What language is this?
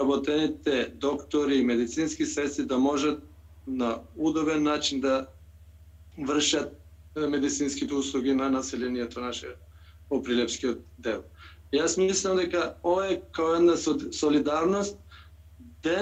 Macedonian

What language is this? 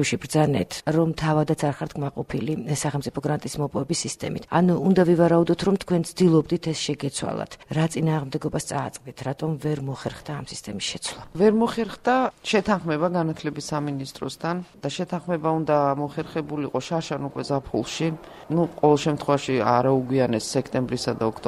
Georgian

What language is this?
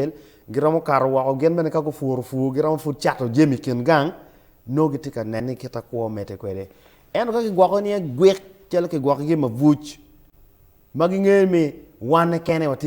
Acoli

